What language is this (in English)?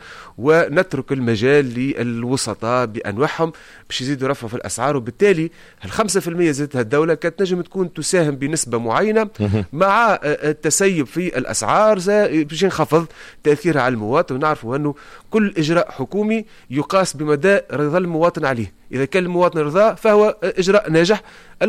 Tunisian Arabic